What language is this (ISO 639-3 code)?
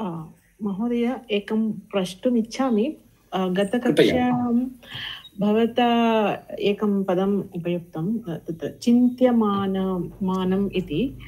san